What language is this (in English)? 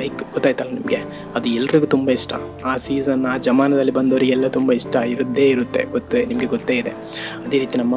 Kannada